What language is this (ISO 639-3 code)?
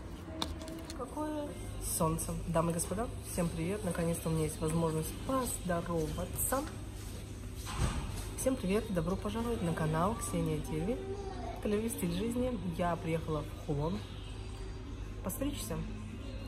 rus